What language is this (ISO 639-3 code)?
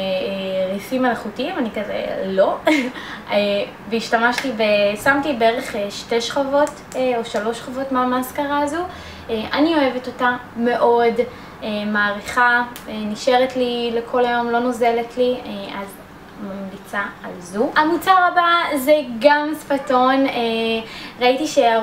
heb